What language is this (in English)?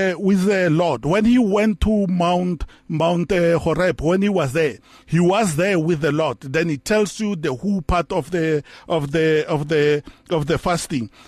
English